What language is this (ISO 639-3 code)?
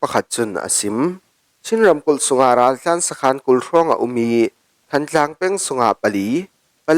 cfm